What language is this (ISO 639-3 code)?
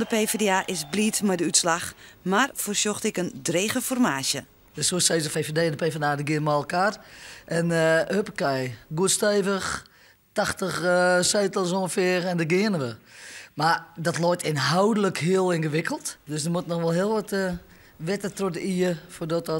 fry